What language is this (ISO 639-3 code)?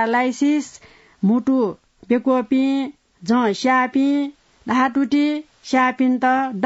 new